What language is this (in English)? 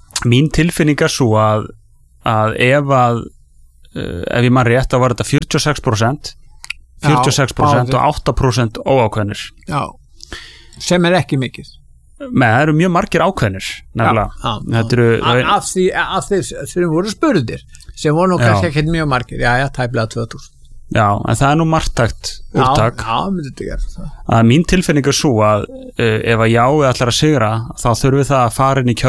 Icelandic